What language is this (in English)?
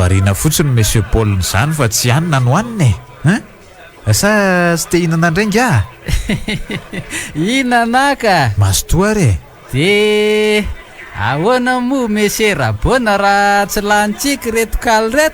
Malagasy